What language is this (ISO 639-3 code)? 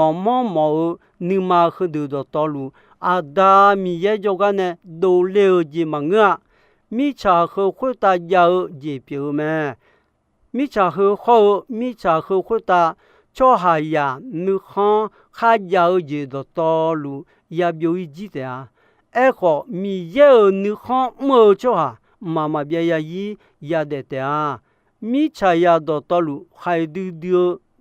ahk